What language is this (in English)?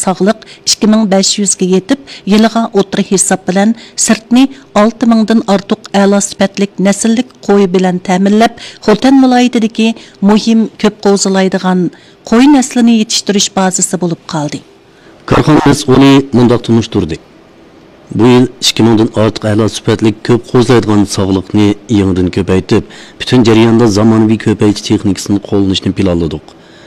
Uyghur